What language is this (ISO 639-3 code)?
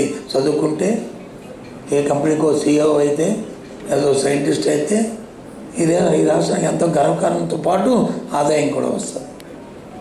tel